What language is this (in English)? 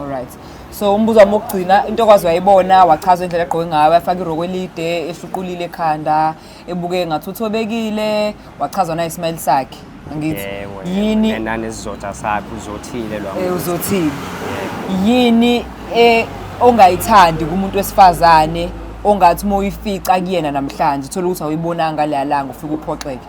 Zulu